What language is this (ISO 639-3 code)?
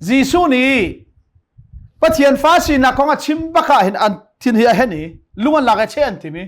cnh